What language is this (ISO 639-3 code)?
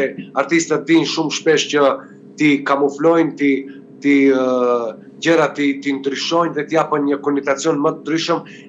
sqi